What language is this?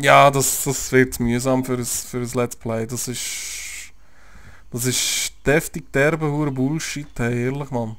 Swiss German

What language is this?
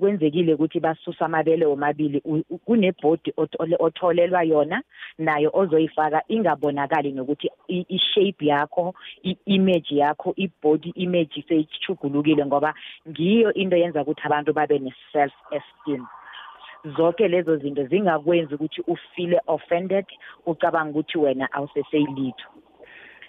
South Ndebele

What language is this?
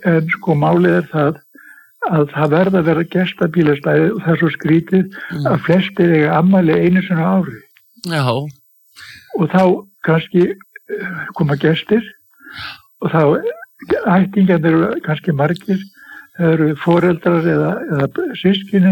Icelandic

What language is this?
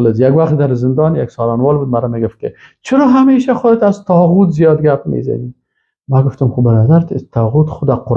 Persian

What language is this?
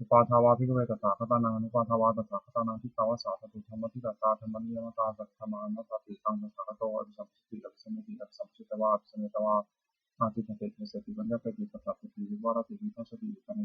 Pali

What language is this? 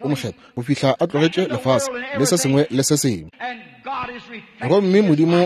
Northern Sotho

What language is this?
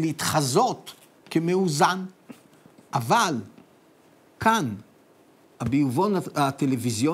Hebrew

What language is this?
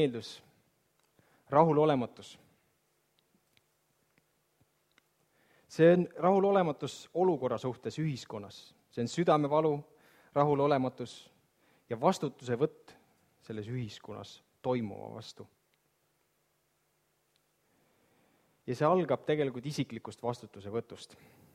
Estonian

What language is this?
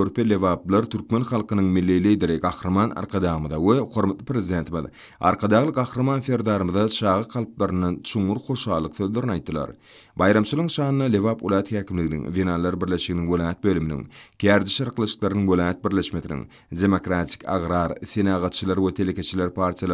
Turkmen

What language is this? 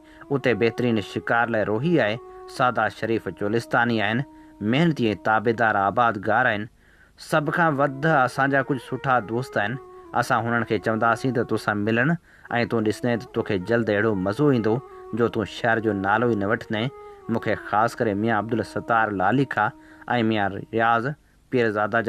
Sindhi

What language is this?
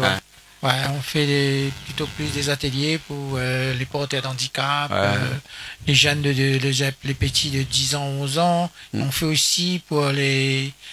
Réunion Creole French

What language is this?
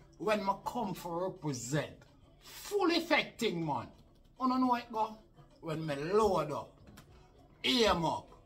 Jamaican Creole English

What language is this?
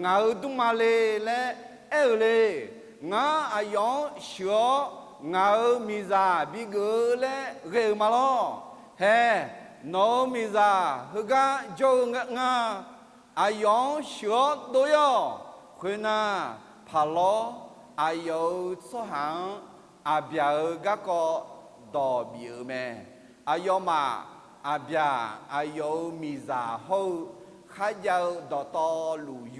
Akha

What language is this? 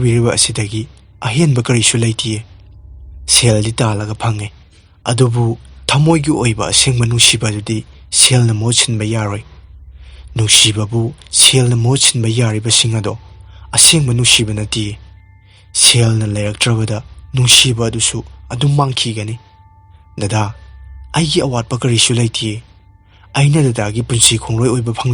Manipuri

